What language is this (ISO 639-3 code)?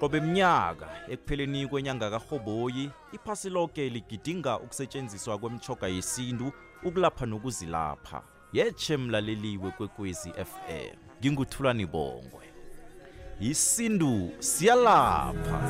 nbl